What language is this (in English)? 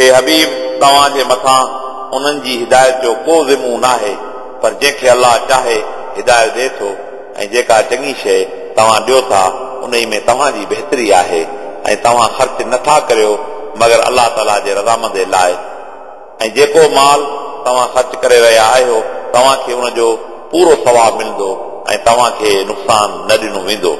Sindhi